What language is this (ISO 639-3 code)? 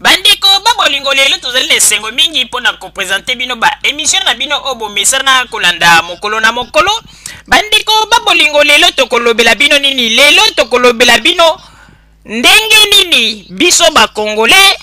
lin